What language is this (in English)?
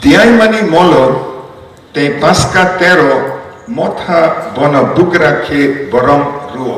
Kok Borok